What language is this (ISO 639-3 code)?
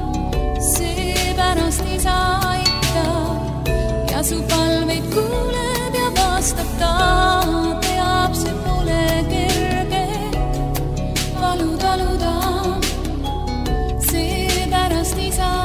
est